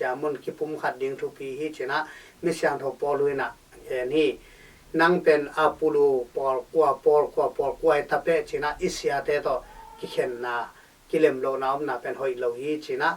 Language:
Tedim Chin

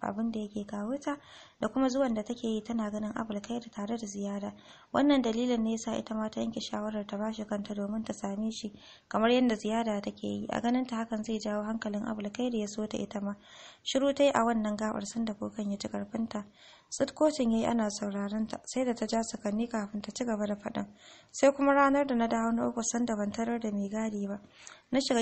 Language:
Hausa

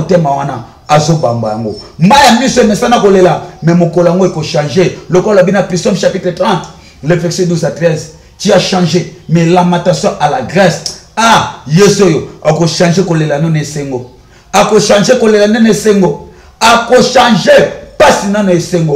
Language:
Lingala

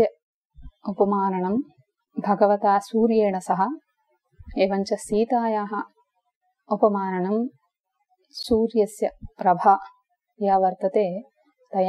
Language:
Sanskrit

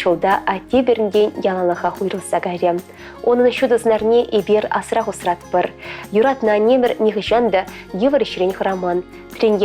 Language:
Chuvash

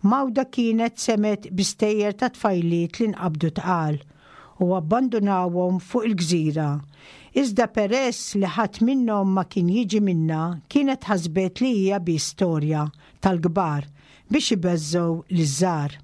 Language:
Maltese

